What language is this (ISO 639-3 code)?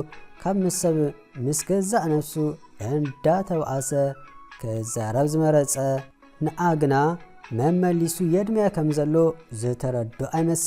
tir